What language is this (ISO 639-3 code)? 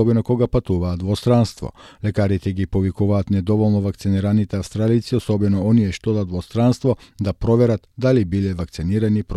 mkd